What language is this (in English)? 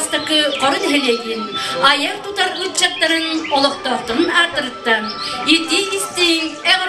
Yakut